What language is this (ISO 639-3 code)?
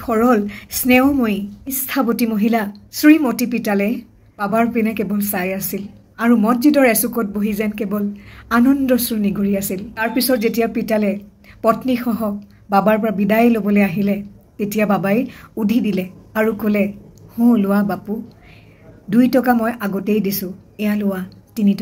asm